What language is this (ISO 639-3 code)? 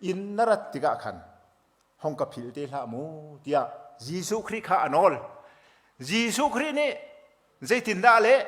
cnh